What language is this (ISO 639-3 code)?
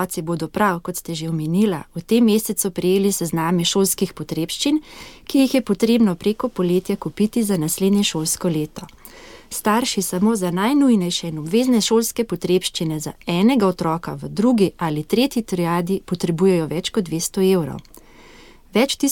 slv